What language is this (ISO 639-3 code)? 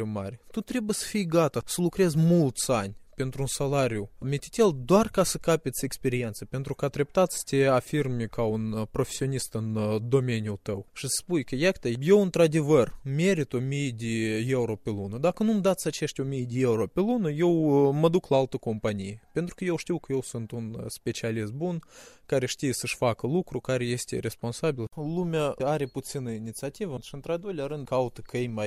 ron